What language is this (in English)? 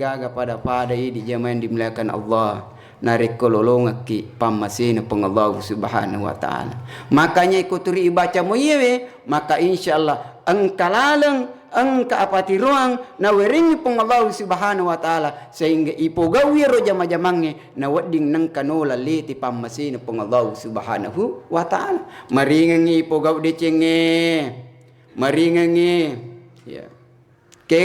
Buginese